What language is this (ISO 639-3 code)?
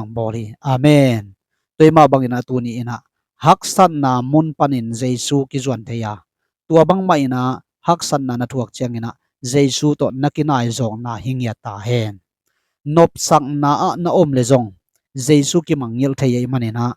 ctd